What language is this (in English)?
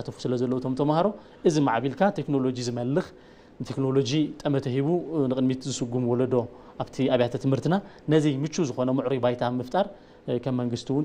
Tigrinya